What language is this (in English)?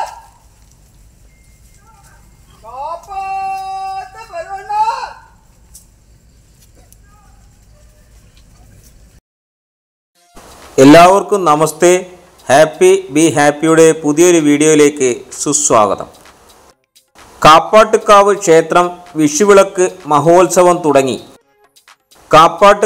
Malayalam